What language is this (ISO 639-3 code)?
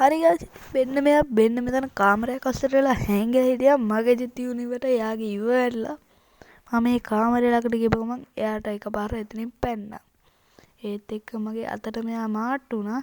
sin